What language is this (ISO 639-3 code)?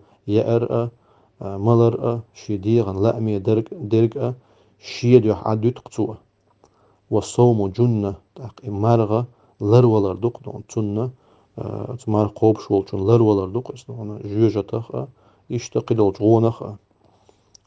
che